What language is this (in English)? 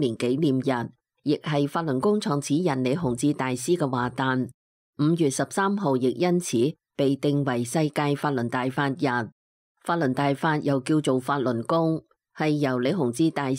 Cantonese